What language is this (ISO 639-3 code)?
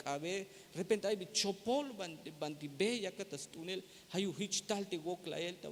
tzh